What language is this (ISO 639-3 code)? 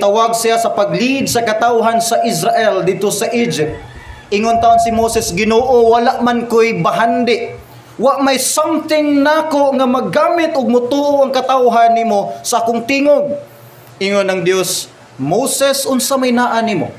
ceb